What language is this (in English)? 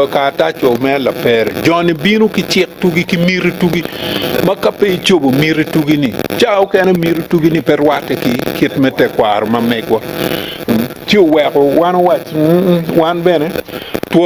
Acoli